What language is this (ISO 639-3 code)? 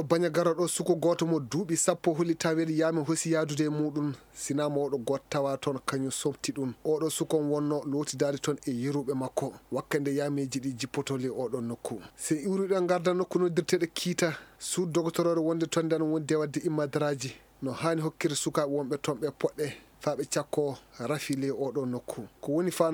ful